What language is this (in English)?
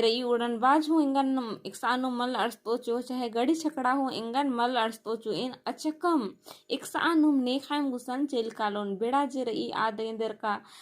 Kurukh